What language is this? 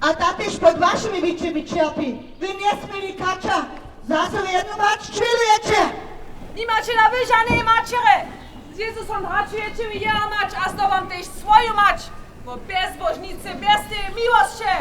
Upper Sorbian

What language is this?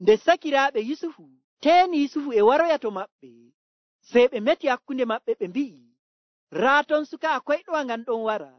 Nigerian Fulfulde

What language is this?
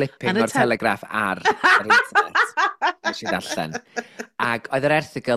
Welsh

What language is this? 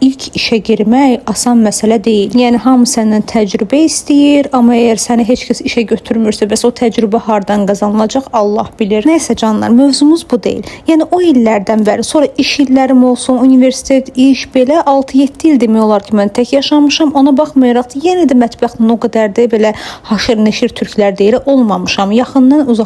Azerbaijani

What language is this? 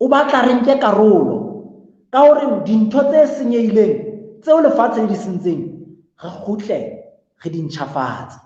Southern Sotho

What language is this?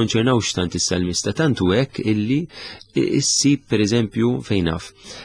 Maltese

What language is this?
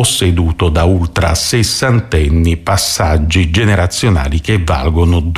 Italian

